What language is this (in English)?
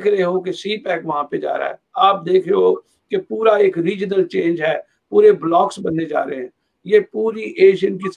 Urdu